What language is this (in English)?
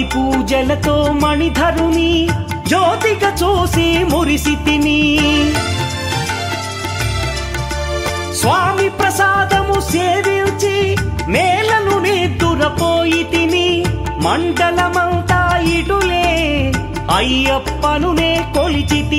Telugu